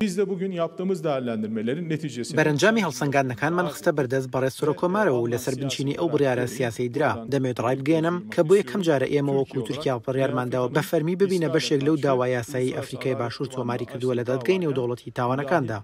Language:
Central Kurdish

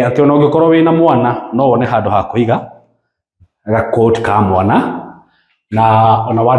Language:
Kikuyu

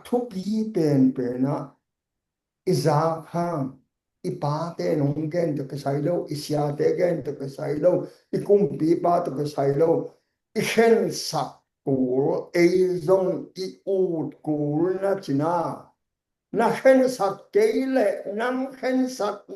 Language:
Tedim Chin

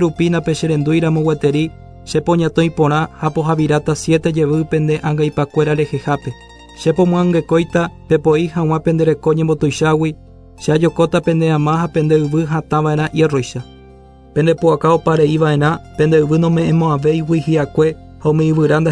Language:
Guarani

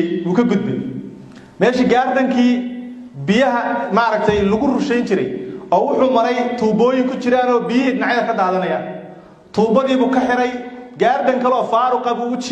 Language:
Somali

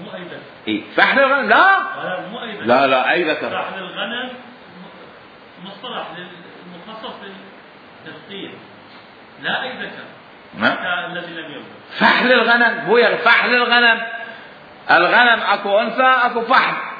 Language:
Mesopotamian Arabic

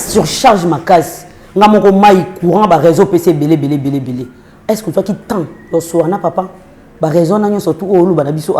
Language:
Lingala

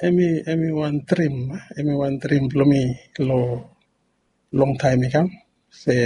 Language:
Bislama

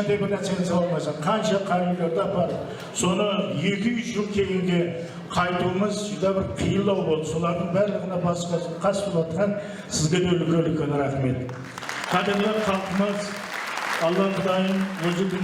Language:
Kara-Kalpak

